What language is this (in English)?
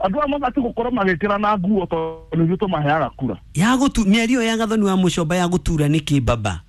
Kikuyu